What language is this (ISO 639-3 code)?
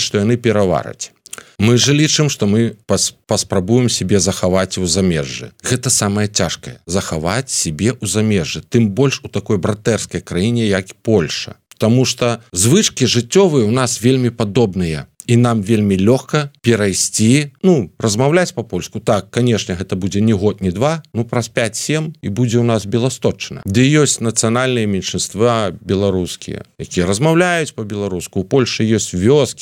bel